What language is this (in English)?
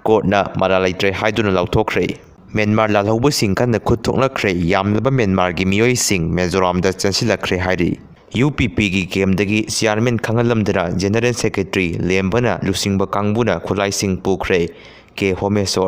Manipuri